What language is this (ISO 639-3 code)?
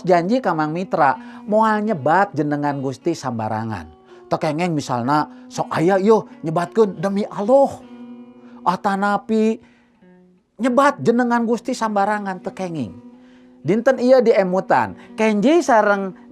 sun